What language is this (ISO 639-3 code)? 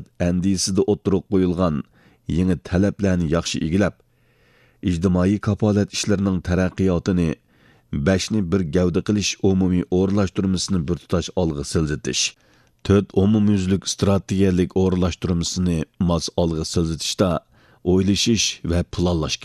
uig